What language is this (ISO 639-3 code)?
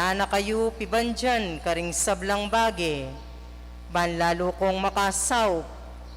pam